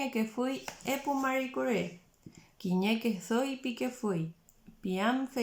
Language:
Mapuche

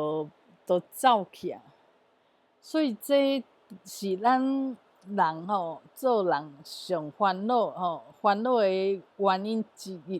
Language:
Min Nan Chinese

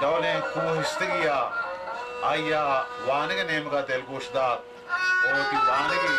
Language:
Baluchi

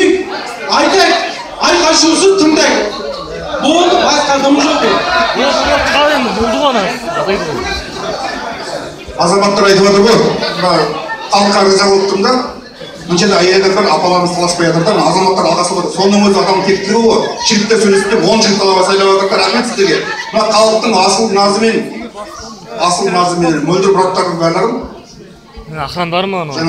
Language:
Kazakh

